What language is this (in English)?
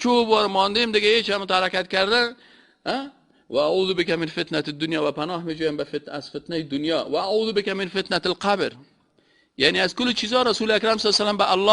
Persian